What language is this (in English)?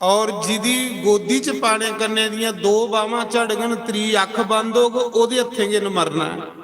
Dogri